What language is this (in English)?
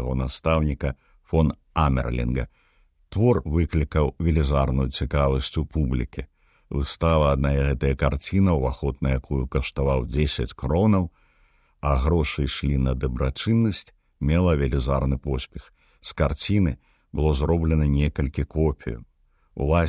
Belarusian